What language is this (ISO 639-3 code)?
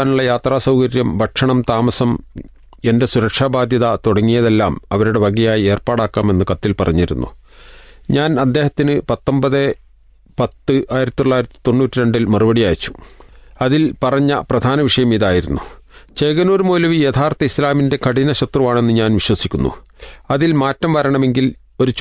mal